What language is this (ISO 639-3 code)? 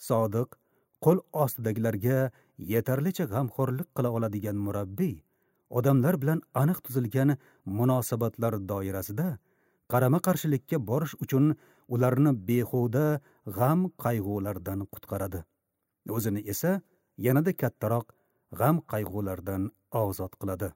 uzb